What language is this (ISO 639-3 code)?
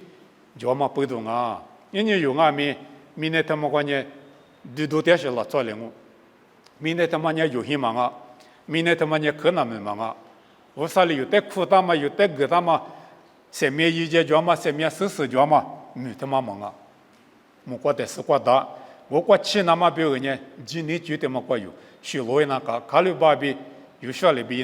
lis